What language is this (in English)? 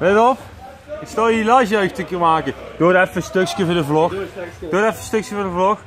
Limburgish